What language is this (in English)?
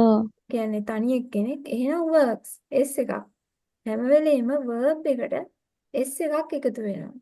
Sinhala